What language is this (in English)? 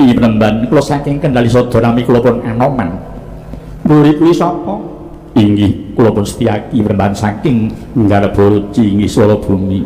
Javanese